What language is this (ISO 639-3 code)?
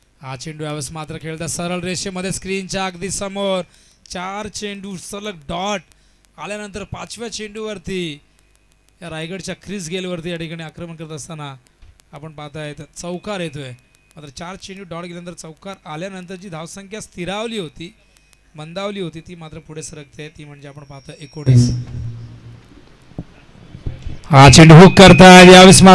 mar